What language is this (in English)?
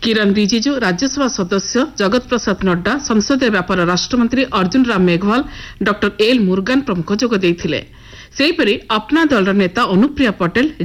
Odia